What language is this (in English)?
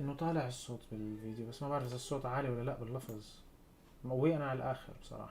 North Levantine Arabic